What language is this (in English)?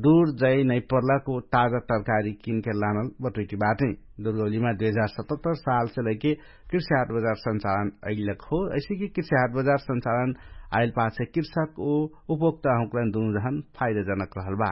Dangaura Tharu